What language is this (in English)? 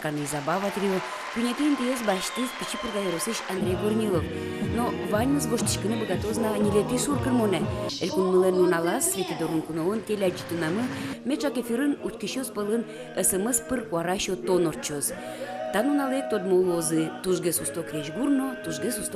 Udmurt